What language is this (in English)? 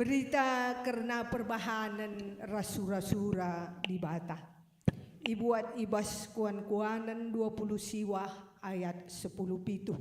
Batak Karo